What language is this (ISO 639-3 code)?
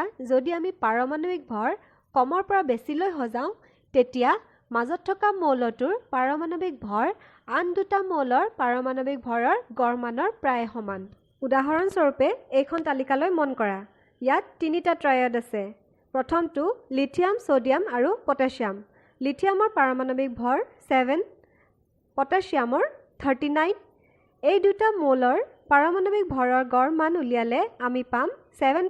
asm